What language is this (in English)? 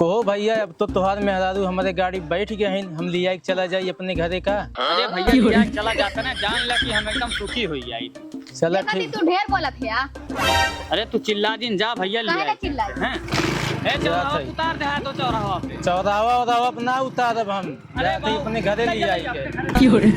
Awadhi